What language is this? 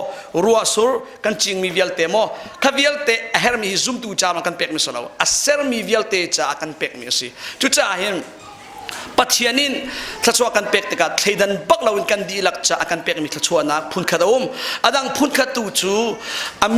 Hakha Chin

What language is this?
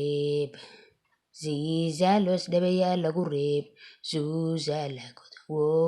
Somali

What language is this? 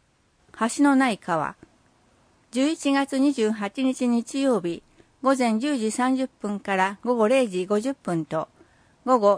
Japanese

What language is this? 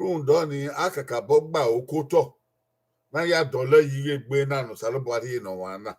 Bini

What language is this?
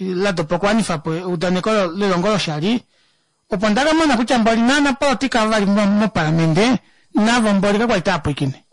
Kuanyama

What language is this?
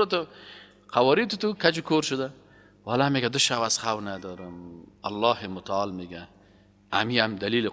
Persian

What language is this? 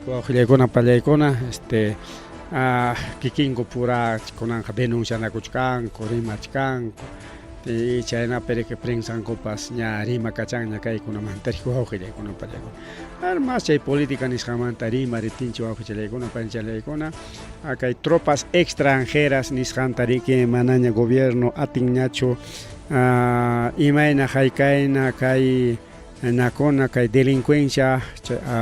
Ayacucho Quechua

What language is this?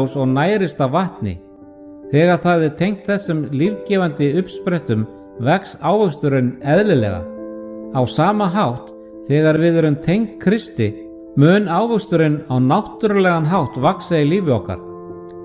Icelandic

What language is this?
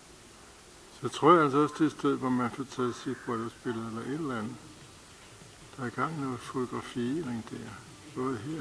Danish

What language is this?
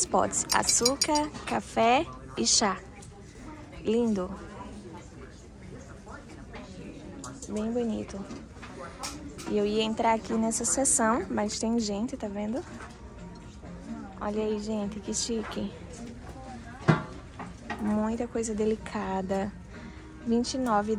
Portuguese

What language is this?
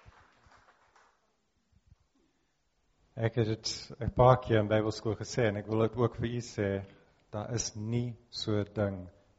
Afrikaans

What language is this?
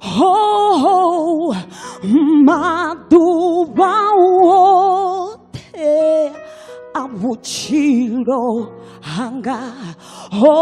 Venda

